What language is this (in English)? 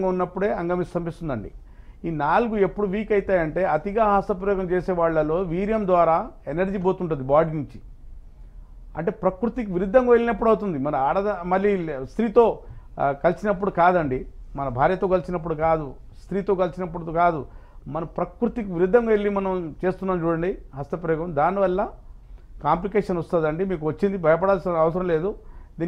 Telugu